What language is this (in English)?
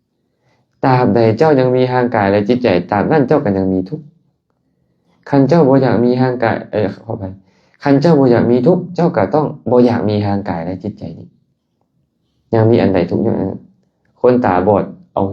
Lao